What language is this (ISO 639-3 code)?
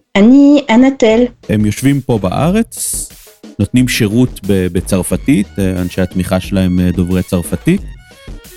heb